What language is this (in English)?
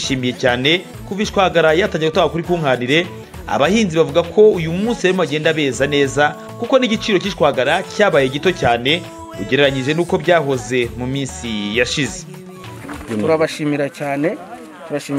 Kinyarwanda